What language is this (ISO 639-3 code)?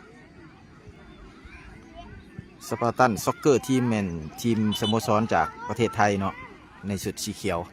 lao